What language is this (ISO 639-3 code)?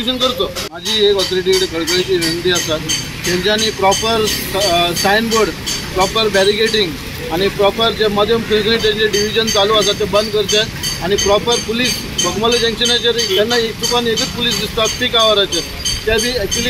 kok